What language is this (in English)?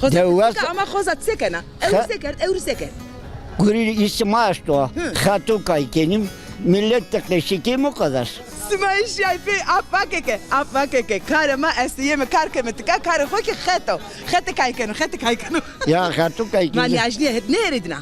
Zaza